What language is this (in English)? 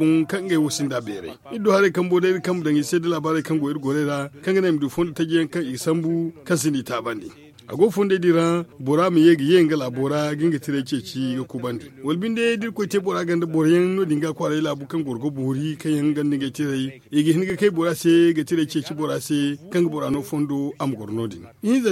Zarma